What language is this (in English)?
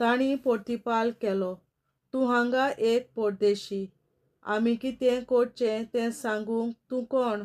Konkani